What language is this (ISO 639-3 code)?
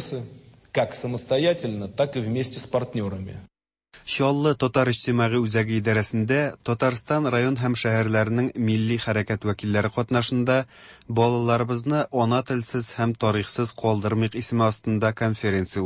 tat